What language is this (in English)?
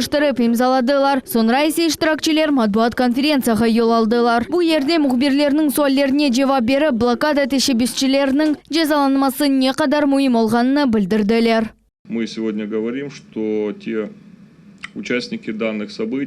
Crimean Tatar